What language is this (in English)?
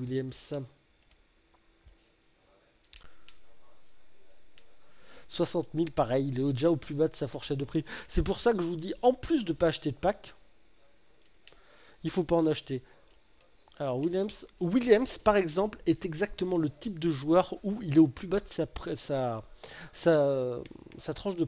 French